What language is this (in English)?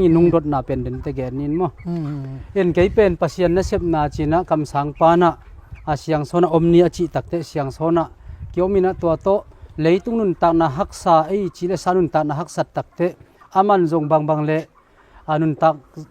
Tedim Chin